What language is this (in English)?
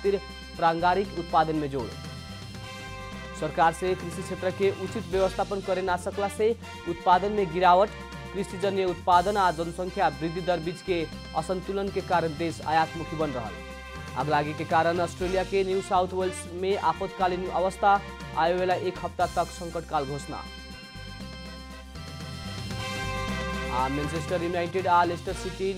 Bhojpuri